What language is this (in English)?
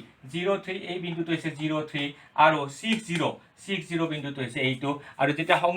Assamese